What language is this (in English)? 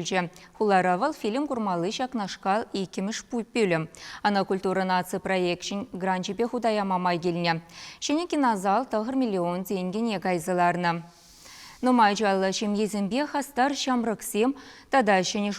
Chuvash